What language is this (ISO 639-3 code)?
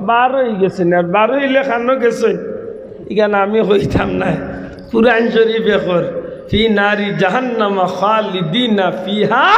syl